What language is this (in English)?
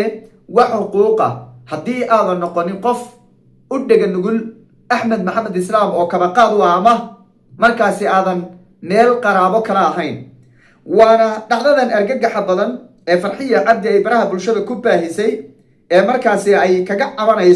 Somali